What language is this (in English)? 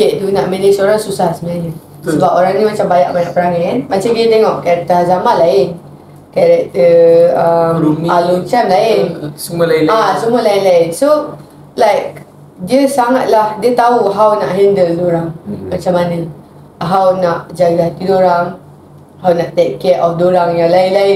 Malay